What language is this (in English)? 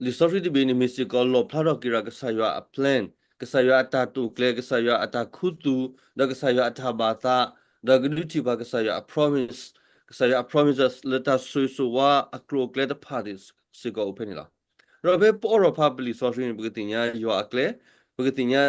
S'gaw Karen